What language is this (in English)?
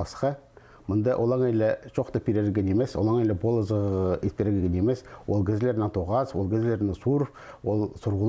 Khakas